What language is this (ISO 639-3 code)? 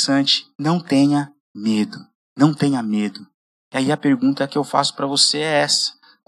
por